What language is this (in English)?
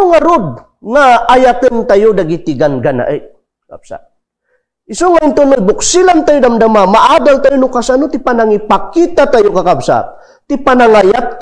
Iloko